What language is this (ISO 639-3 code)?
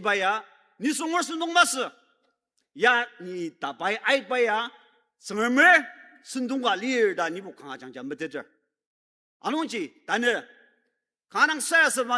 njo